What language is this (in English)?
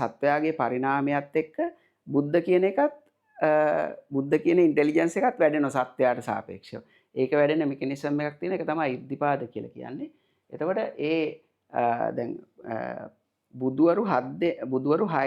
Sinhala